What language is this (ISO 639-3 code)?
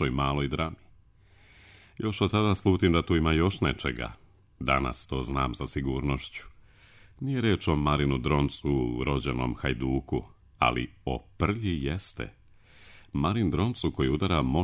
srp